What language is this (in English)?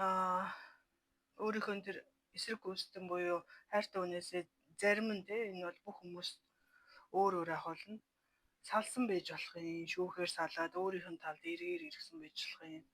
Mongolian